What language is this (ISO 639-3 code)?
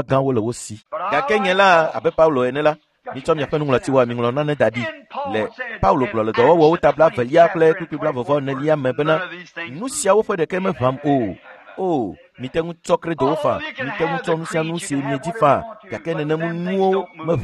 ewe